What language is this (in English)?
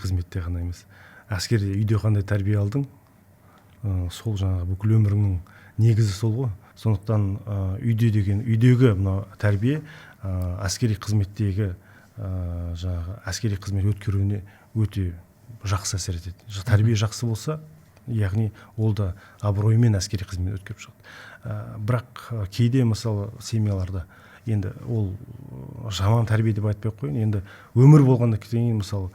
Kazakh